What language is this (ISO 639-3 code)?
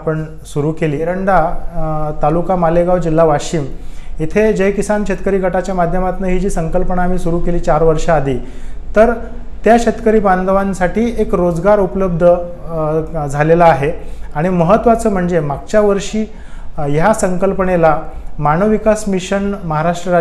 mar